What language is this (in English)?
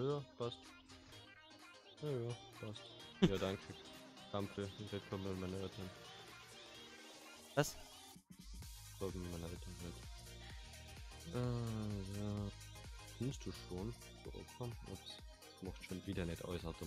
German